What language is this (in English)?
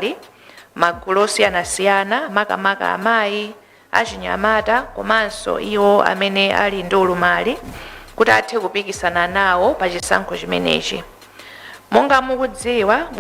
Nyanja